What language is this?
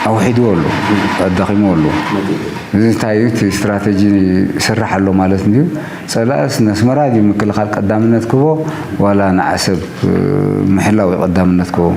Tigrinya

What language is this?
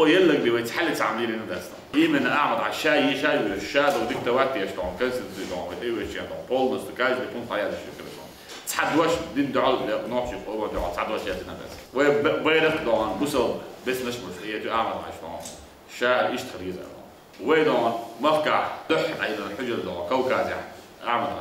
Chechen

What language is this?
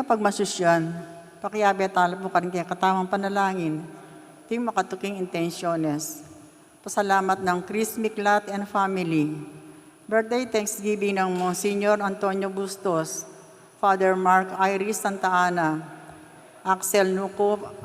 Pampanga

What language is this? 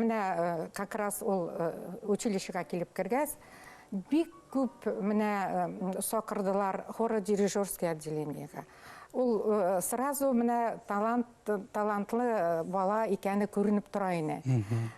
Bashkir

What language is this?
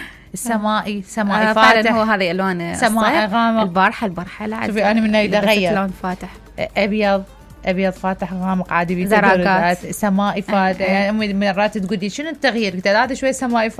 Mesopotamian Arabic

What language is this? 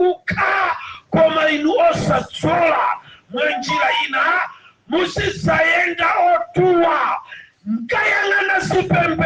Nyanja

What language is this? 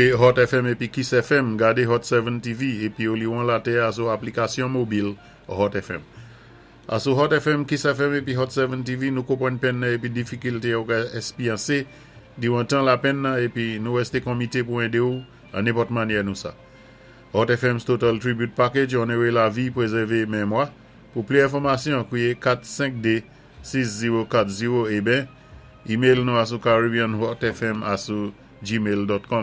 Saint Lucian Creole French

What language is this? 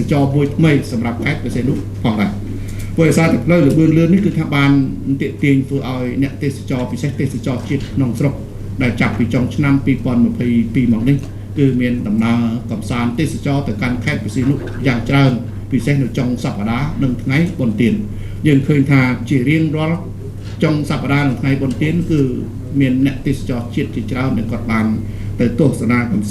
Khmer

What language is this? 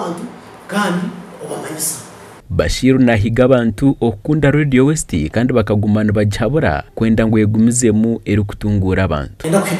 Nyankole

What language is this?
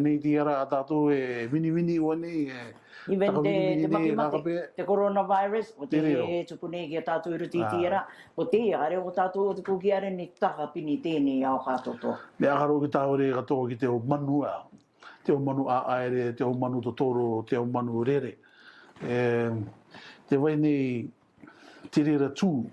Rarotongan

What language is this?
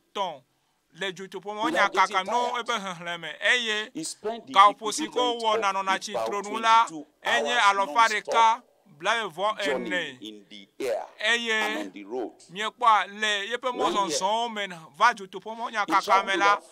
Ewe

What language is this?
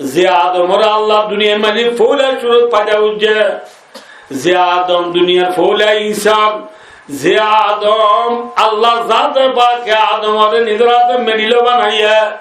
Rohingya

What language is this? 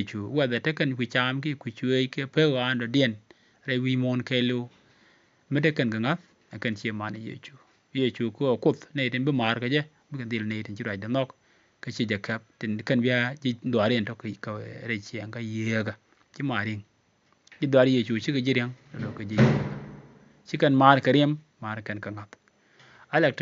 Nuer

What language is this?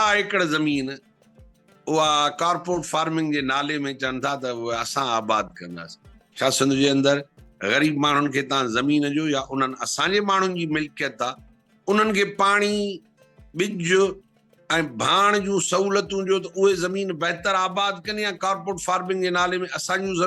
Sindhi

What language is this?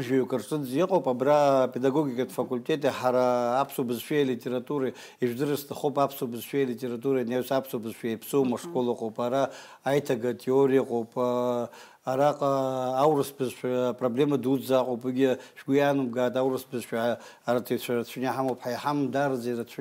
Abkhazian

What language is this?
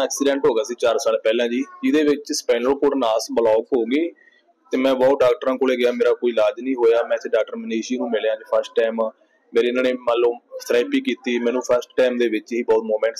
Punjabi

